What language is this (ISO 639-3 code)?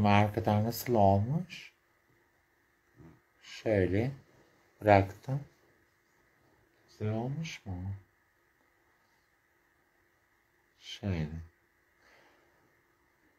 tur